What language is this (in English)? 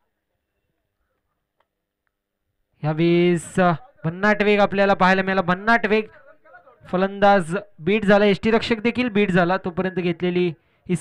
Marathi